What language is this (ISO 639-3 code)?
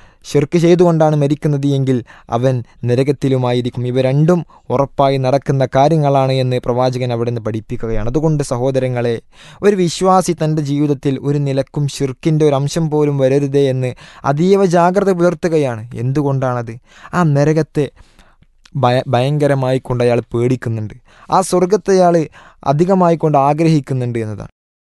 mal